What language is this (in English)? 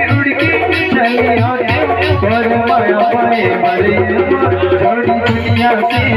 Chhattisgarhi